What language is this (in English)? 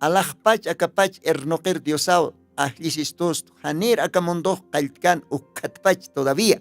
Aymara